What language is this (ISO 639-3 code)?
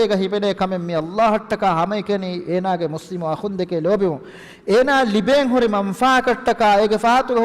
div